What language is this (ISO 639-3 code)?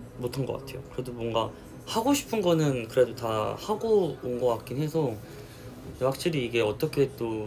kor